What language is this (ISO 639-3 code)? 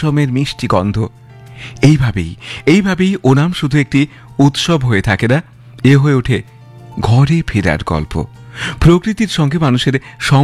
ben